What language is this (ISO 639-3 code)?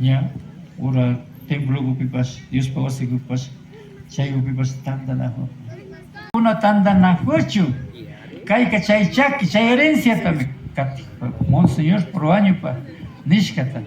qvi